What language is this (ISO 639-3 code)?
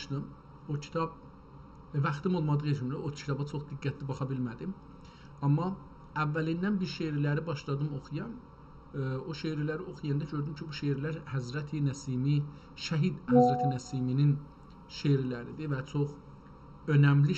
azb